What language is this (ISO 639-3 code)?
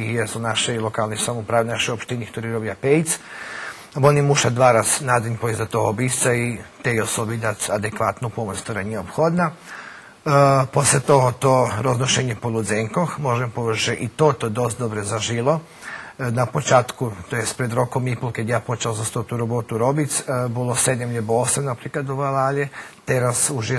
rue